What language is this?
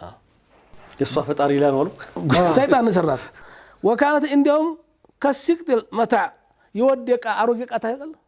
Amharic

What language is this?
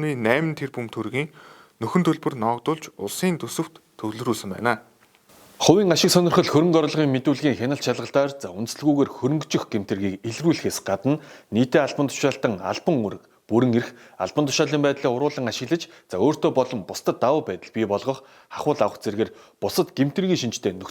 Mongolian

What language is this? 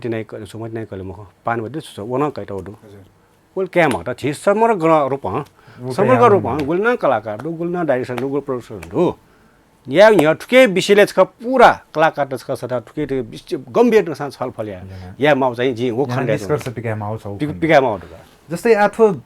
Newari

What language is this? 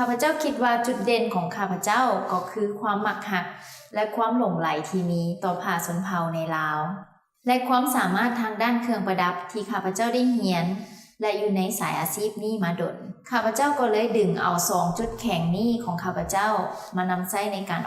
Lao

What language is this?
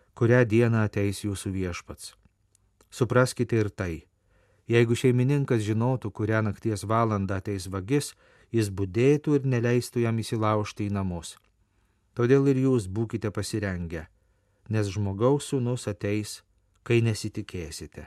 Lithuanian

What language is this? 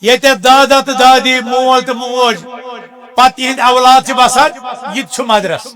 Kashmiri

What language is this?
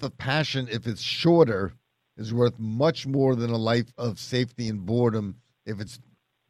English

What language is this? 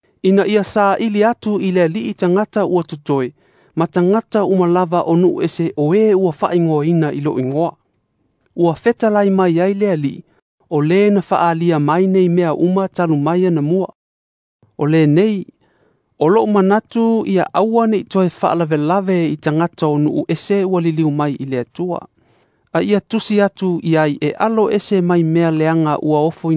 Samoan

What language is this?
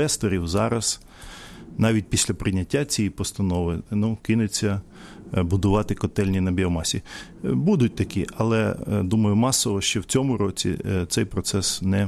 Ukrainian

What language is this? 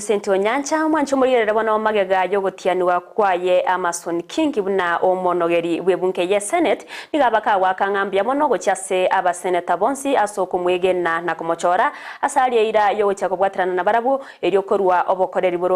Gusii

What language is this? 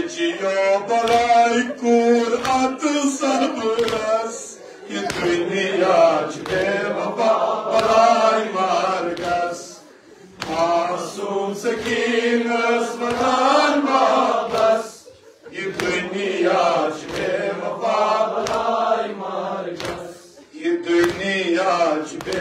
Kashmiri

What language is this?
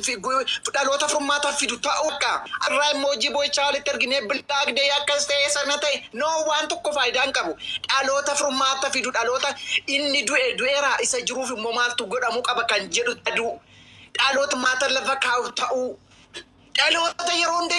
Oromo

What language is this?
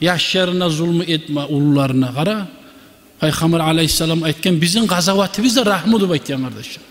Kumyk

